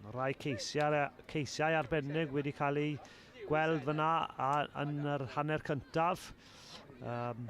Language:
Welsh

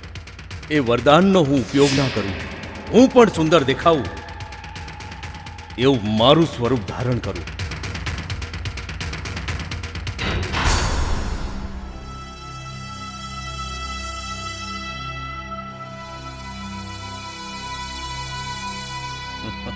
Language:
Gujarati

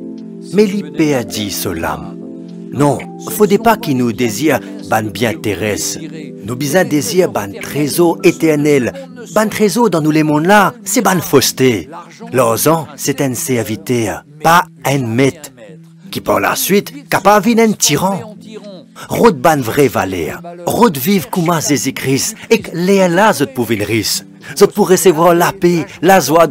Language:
Morisyen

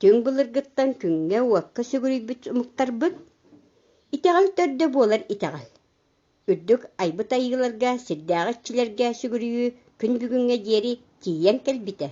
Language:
Yakut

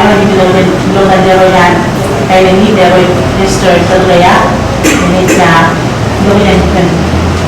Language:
Marshallese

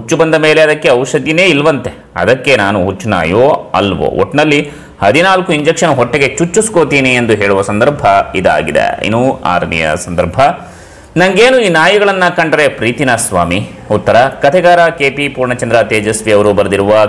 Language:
Kannada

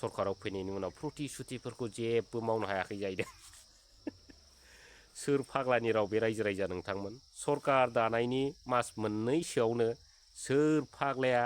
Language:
Bodo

